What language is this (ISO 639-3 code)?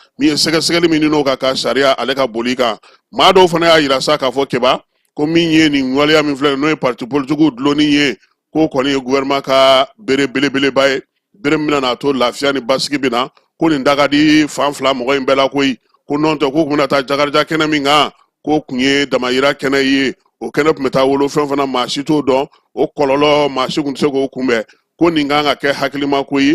bam